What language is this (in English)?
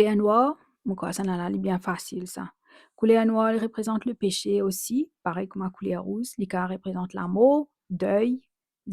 Morisyen